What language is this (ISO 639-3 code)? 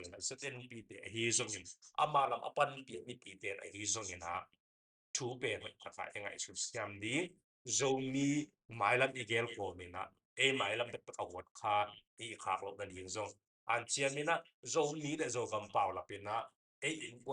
ctd